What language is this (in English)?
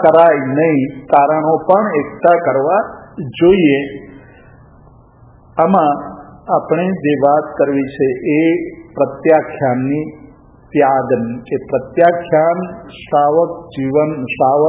Gujarati